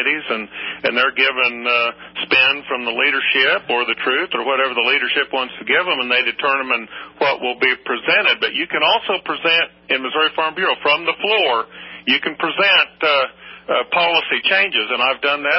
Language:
English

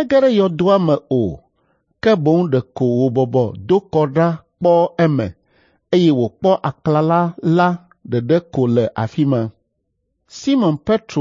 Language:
Ewe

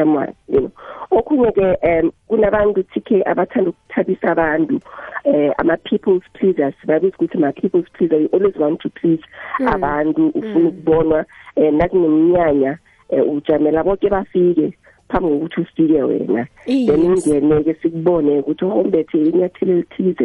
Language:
South Ndebele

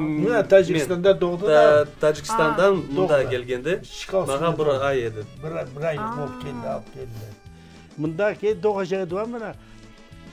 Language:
Crimean Tatar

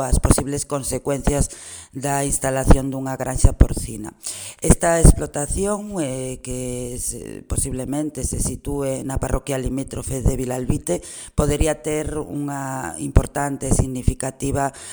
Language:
Galician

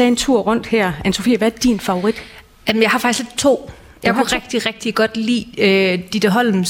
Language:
Danish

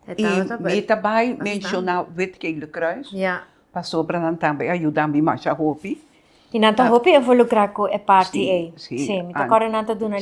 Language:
Papiamento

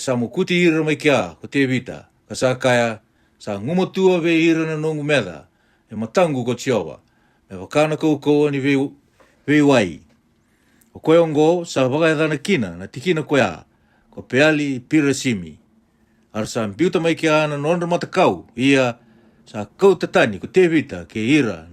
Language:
Fijian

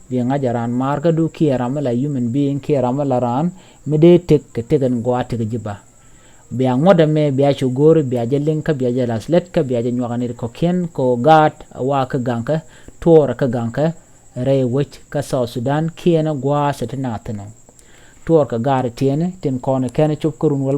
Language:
Nuer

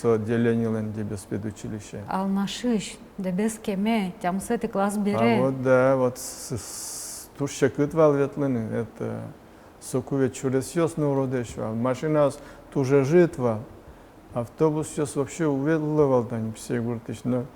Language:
Udmurt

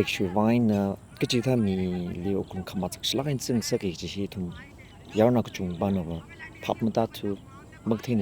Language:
Tangkhul Naga (India)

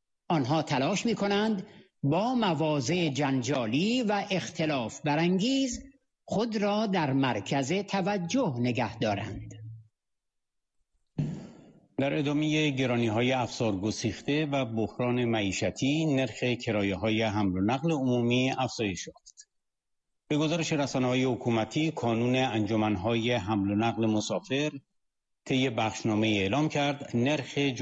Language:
Persian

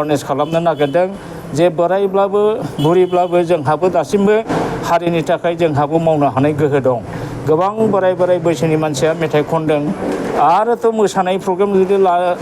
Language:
Bodo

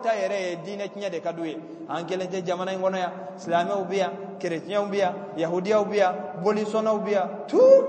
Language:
Bambara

